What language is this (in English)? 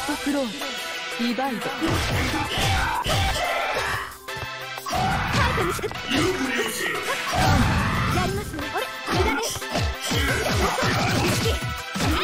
Japanese